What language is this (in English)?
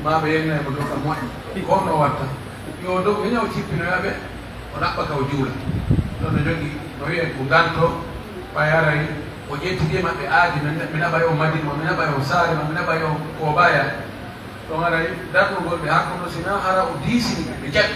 Pular